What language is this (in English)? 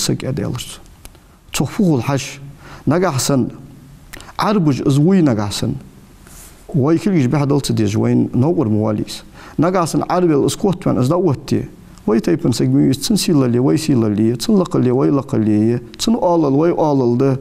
Ingush